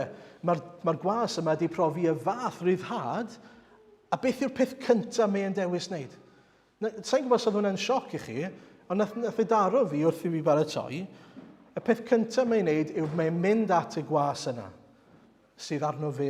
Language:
Welsh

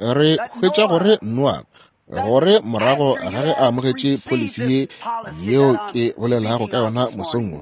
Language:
Northern Sotho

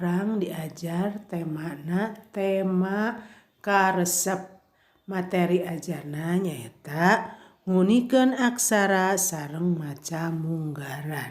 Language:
Sundanese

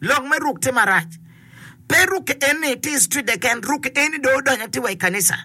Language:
Acoli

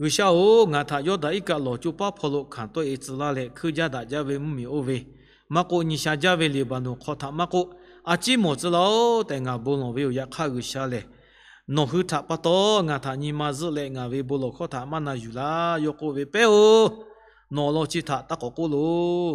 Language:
Lahu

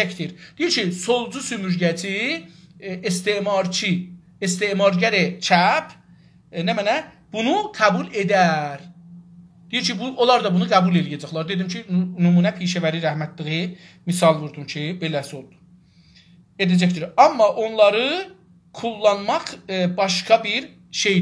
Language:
South Azerbaijani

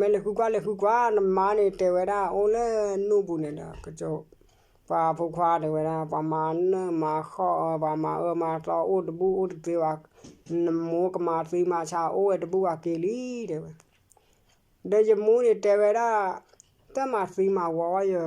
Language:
S'gaw Karen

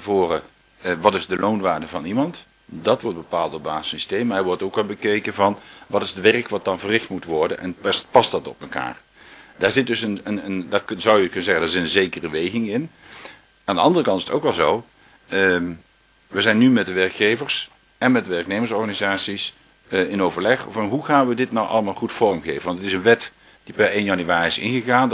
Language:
Dutch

